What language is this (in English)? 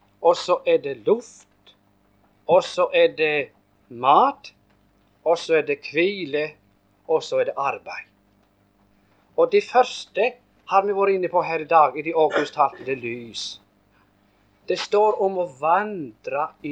Norwegian